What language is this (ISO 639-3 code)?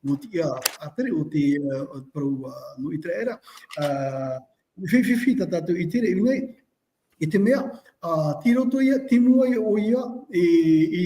tah